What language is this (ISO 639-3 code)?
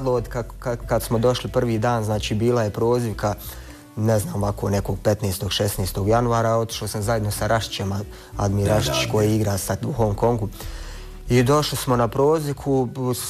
bos